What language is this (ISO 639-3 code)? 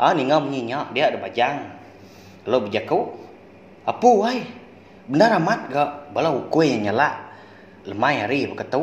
iba